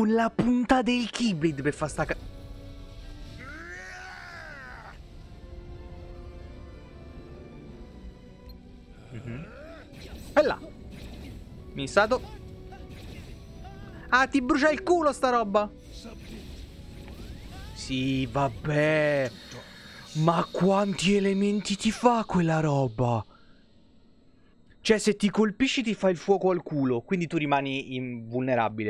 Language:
Italian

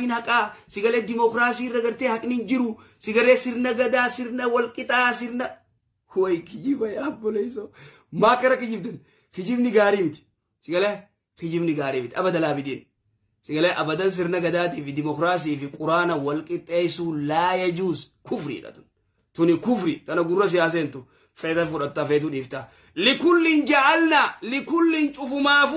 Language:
Oromo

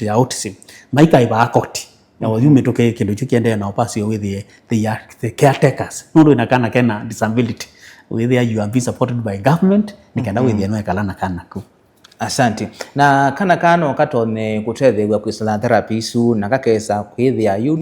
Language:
Kamba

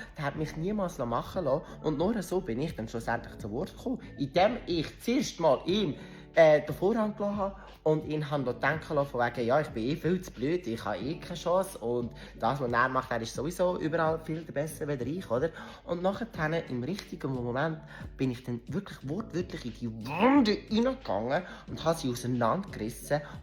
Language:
Swiss German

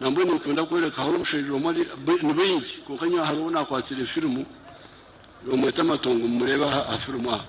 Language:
Nyankole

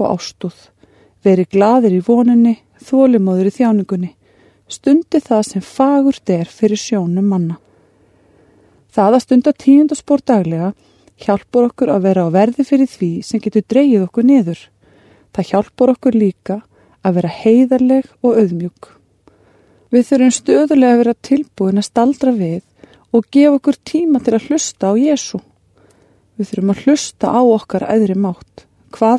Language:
Icelandic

